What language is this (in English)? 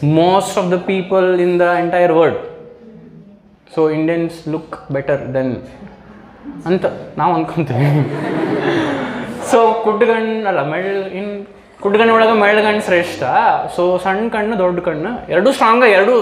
Kannada